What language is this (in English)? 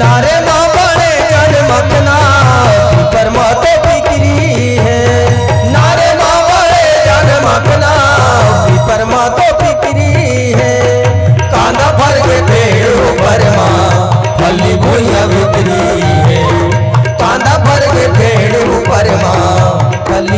Chhattisgarhi